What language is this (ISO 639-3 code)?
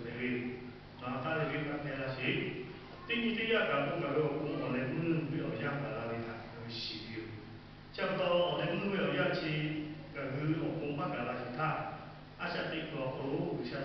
lhu